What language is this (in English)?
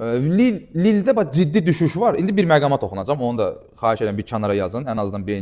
Azerbaijani